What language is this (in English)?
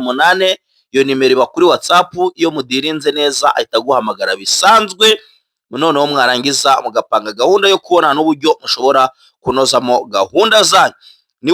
Kinyarwanda